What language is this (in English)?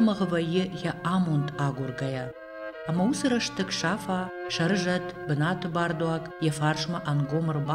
Ossetic